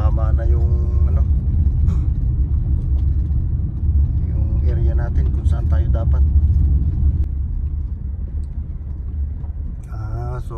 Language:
Filipino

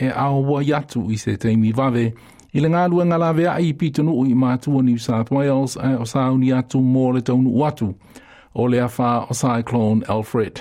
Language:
Samoan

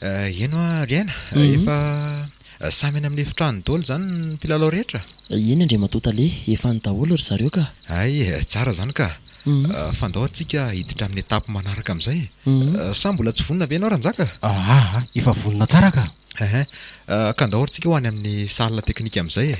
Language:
Malagasy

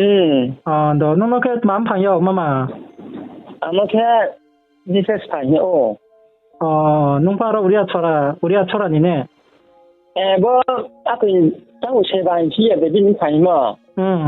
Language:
Riang (India)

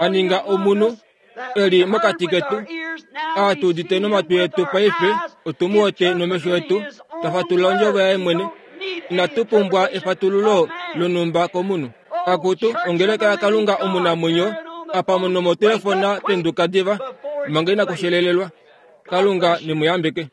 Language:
Kuanyama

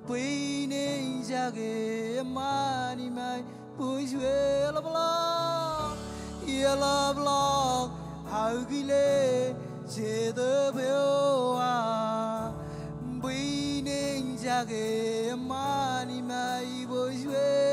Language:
Marshallese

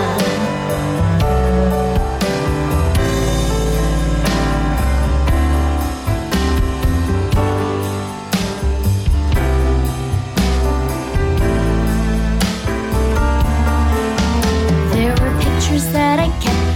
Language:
Filipino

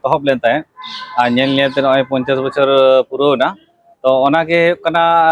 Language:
Santali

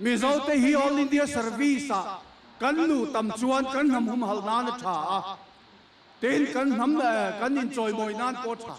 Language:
Mizo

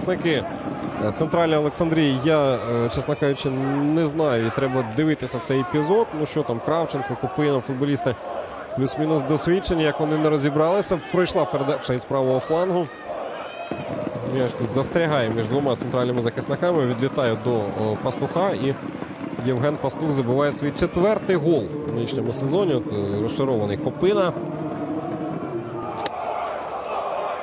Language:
Ukrainian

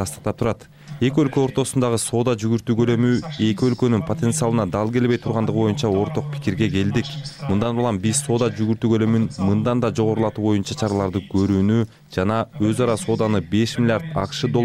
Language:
Kyrgyz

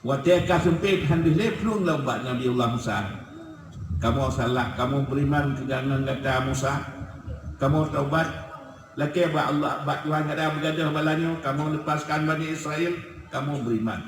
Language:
Achinese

